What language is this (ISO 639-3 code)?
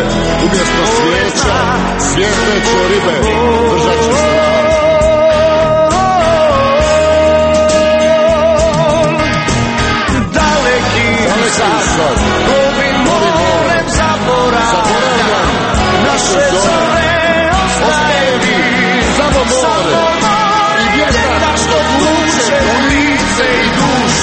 hrv